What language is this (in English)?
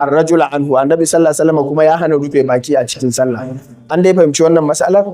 Hausa